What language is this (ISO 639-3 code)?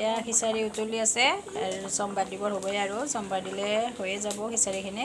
asm